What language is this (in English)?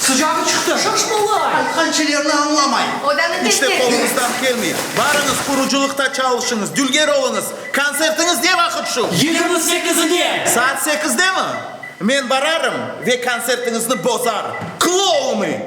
Crimean Tatar